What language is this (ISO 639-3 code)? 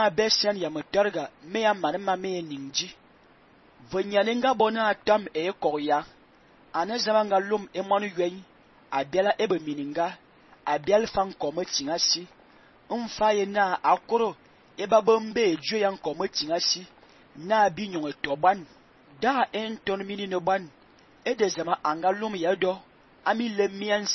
fan